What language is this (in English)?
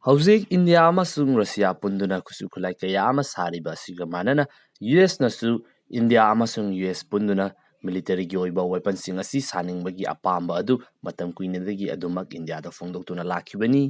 Manipuri